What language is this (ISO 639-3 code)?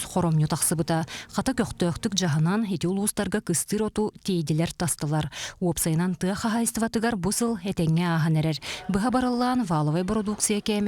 sah